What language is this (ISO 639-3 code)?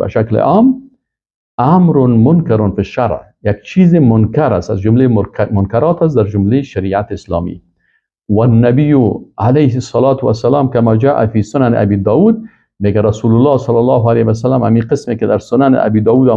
fas